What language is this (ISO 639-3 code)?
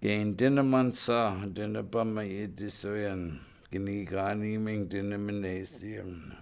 ciw